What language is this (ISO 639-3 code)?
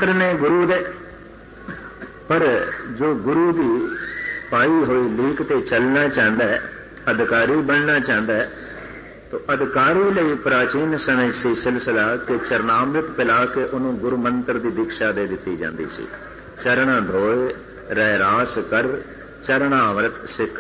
pan